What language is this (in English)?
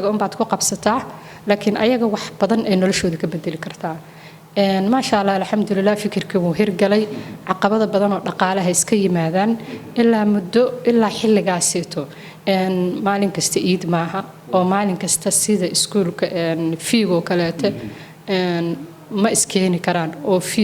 Somali